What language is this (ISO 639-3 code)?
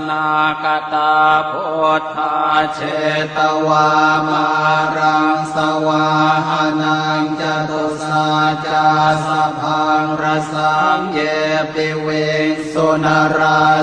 pli